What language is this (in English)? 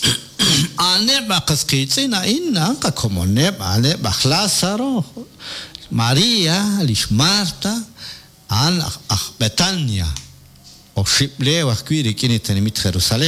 Kekchí